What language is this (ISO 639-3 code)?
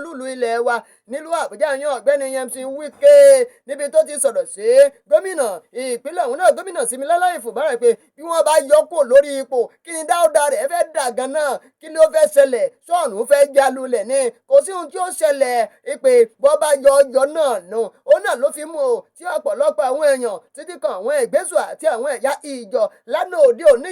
yor